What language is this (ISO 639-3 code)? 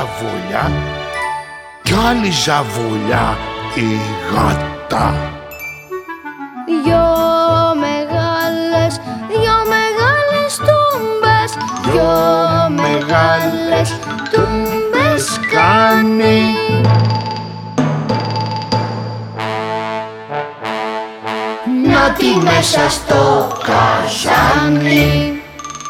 ell